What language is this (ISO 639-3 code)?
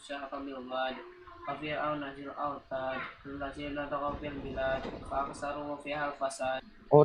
bjn